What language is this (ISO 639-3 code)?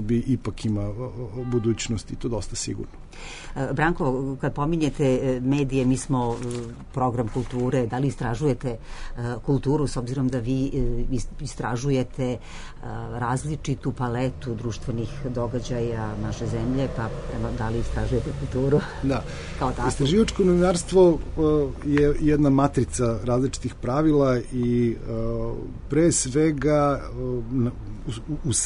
srp